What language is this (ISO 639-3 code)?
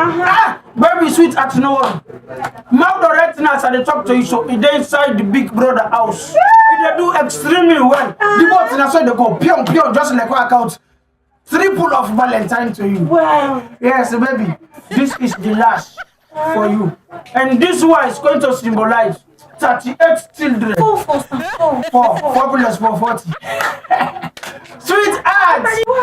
kri